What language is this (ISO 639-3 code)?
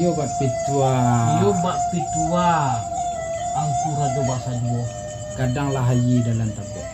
min